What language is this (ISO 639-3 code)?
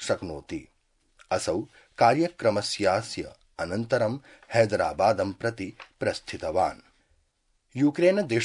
san